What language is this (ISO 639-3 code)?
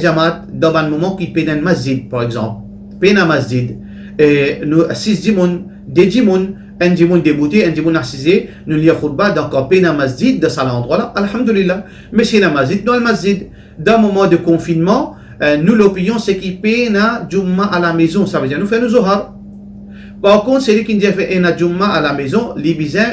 mfe